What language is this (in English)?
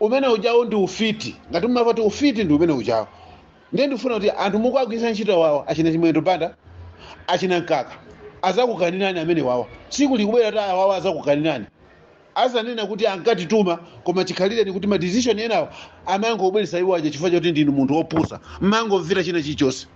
Nyanja